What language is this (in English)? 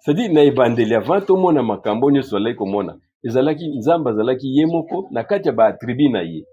Lingala